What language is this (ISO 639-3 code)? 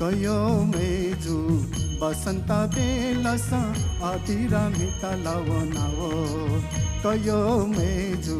new